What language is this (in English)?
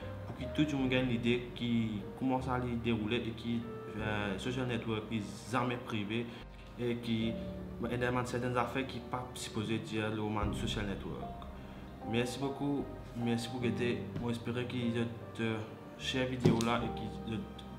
Morisyen